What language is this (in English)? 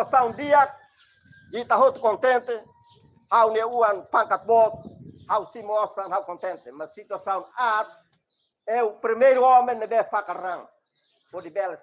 Tetum